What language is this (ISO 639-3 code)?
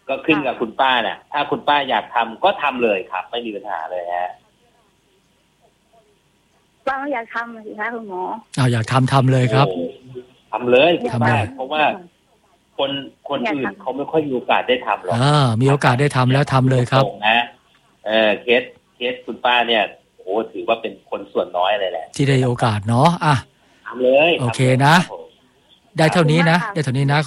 tha